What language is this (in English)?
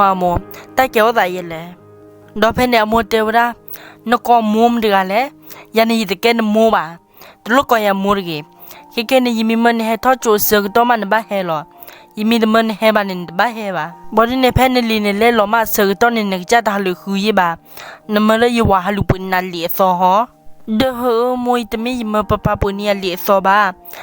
S'gaw Karen